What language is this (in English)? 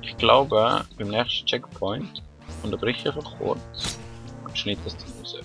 Swiss German